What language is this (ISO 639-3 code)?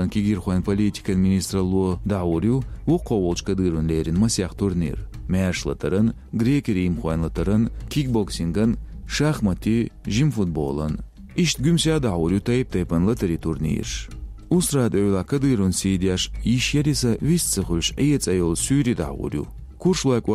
che